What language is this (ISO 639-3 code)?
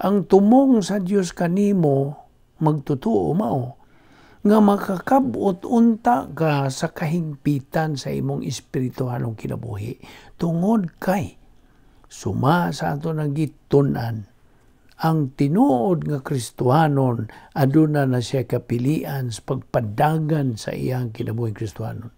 ceb